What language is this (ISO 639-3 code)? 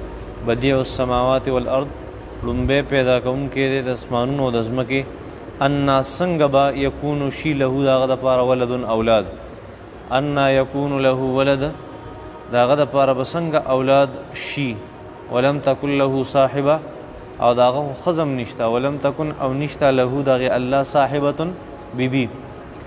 pus